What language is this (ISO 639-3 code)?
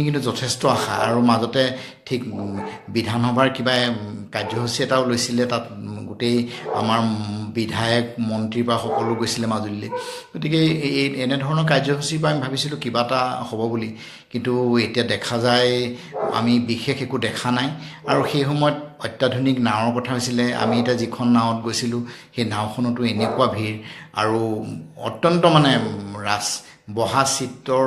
asm